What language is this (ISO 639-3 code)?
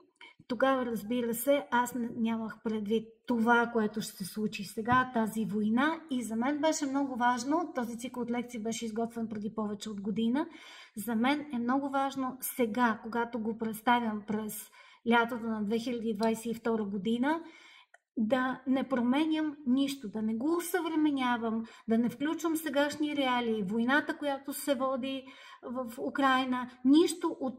bul